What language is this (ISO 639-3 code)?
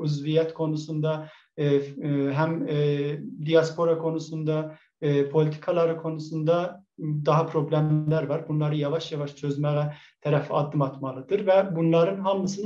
azb